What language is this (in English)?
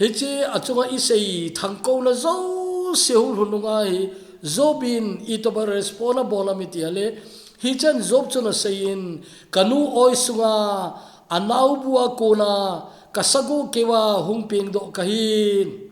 Thado Chin